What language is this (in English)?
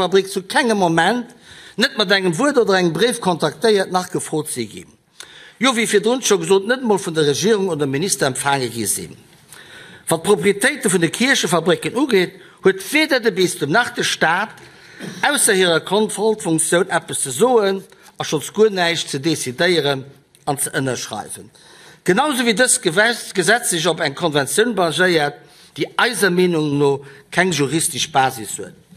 Luxembourgish